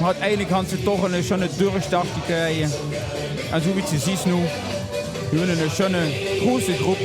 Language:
Limburgish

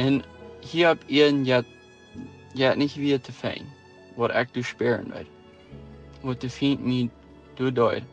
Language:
Plautdietsch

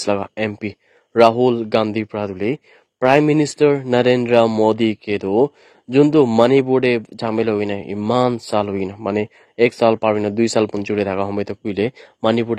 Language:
Naga Pidgin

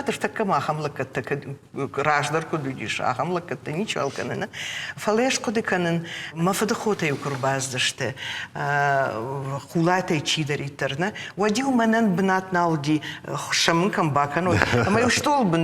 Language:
Ossetic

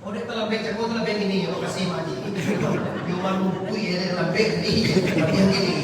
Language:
Minangkabau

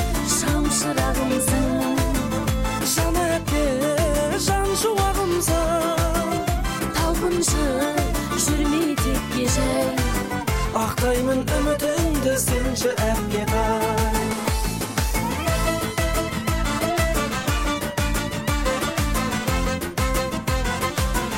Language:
Kazakh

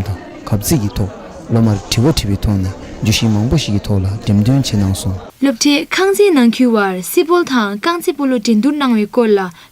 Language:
Tibetan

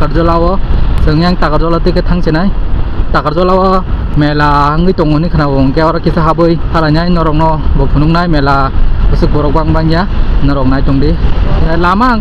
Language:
Kok Borok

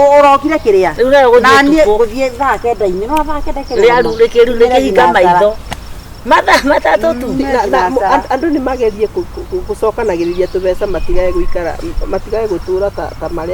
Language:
Kikuyu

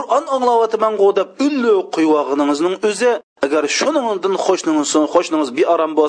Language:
Uyghur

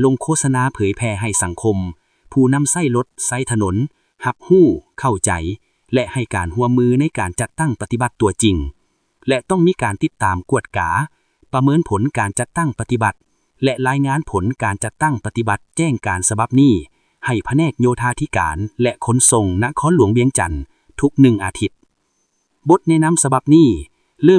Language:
Lao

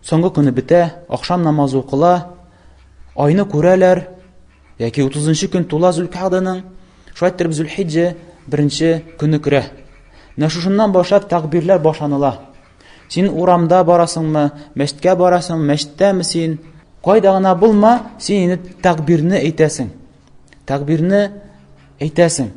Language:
Tatar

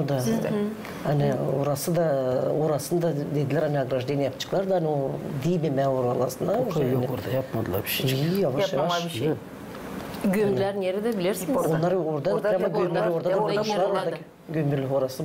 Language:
Gagauz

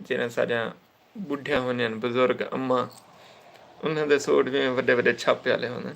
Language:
Saraiki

